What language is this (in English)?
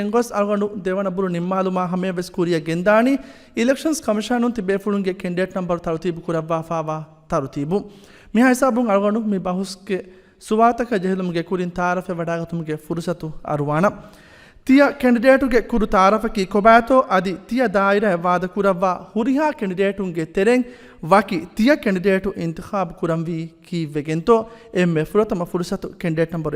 Divehi